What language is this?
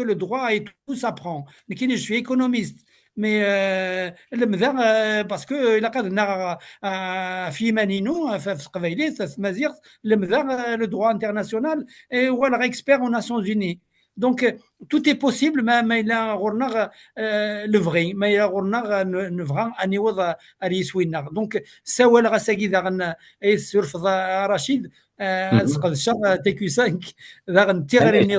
Kabyle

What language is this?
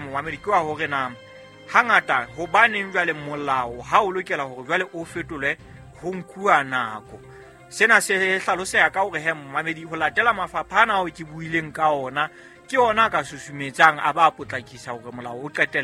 Southern Sotho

